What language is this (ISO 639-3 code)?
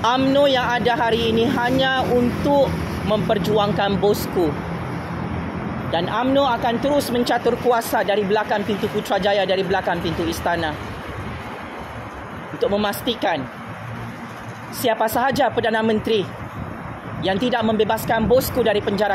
msa